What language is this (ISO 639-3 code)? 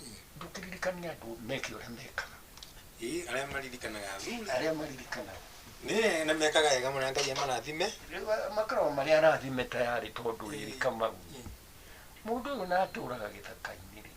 kik